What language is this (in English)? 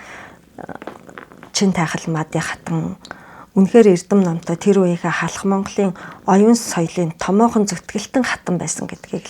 Mongolian